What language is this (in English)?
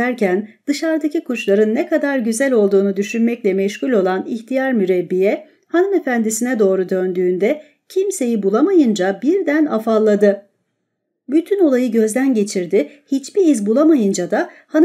Turkish